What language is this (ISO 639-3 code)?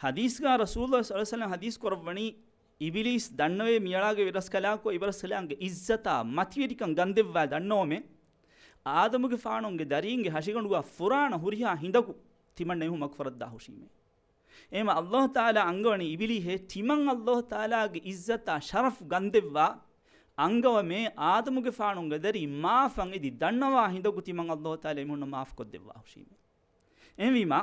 div